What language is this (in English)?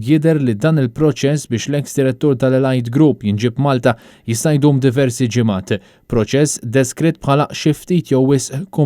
Maltese